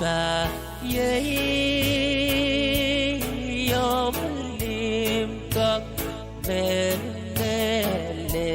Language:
Pohnpeian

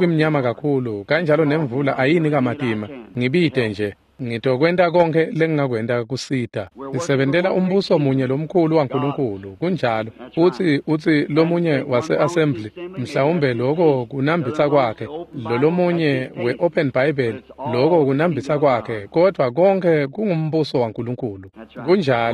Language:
Swati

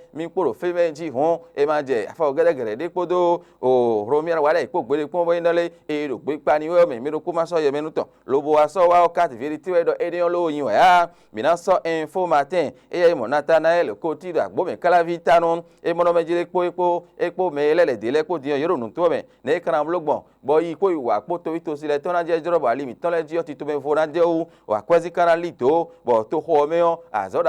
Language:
Fon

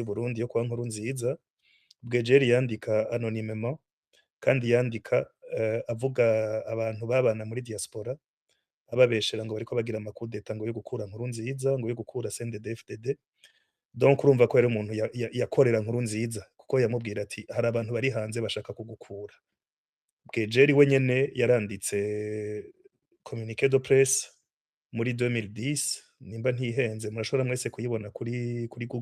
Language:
Rundi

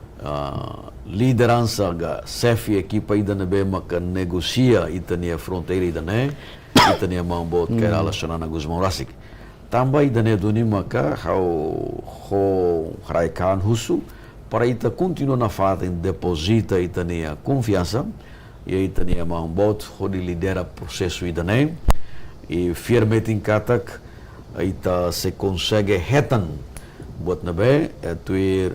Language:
Tetum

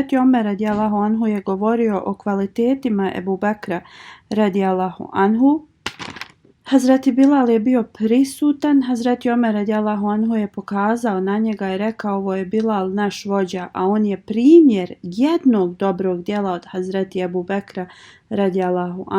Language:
Bosnian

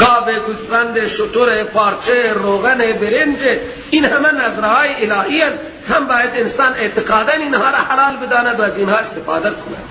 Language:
Persian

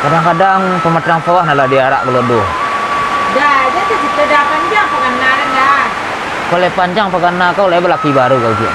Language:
Minangkabau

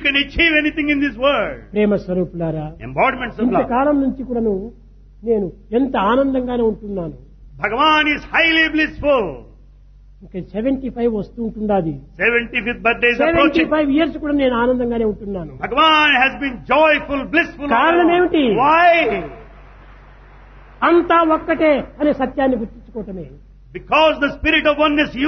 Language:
Telugu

